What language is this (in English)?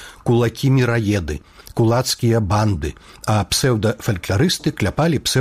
Belarusian